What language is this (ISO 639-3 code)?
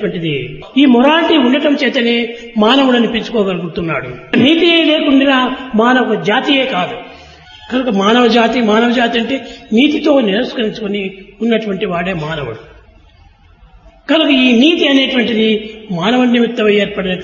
tel